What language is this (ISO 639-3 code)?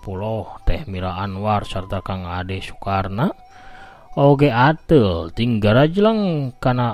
sun